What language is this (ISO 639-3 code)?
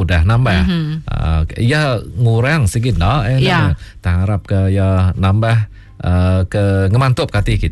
iba